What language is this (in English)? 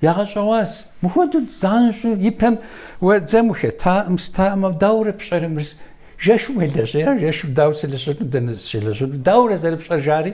Kabardian